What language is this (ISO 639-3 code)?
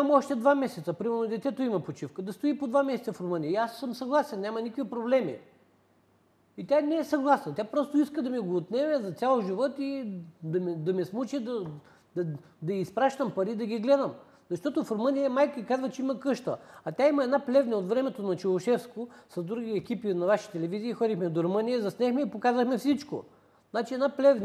bul